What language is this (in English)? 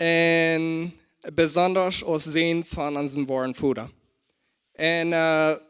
Plautdietsch